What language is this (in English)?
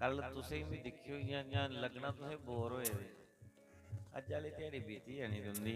Dogri